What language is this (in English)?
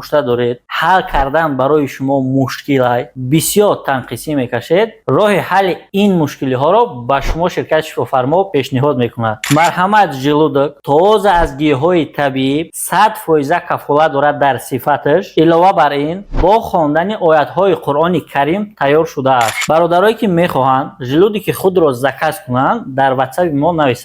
Tajik